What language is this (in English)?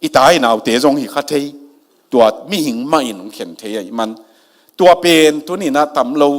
Tedim Chin